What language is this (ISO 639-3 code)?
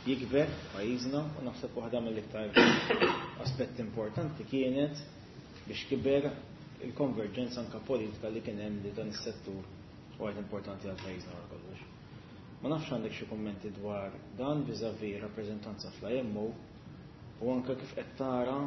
mlt